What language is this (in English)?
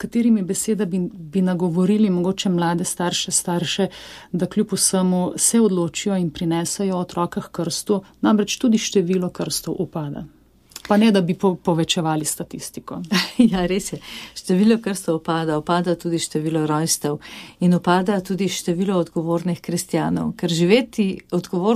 Slovenian